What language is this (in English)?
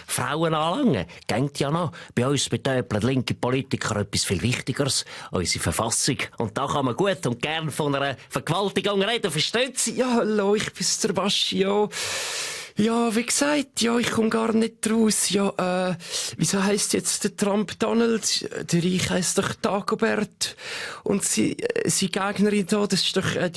Swiss German